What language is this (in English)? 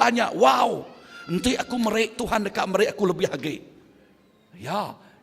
Iban